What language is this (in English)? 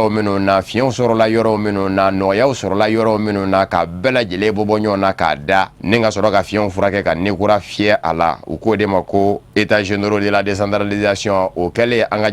Bambara